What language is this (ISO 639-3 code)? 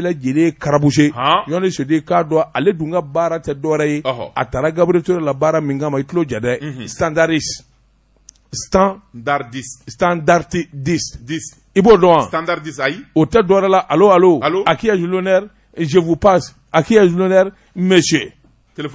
bam